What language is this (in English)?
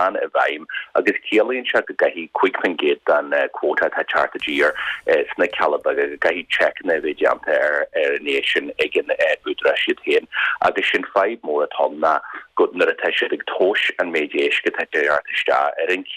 Irish